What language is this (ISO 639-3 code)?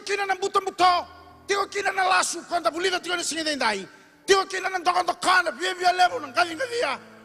fij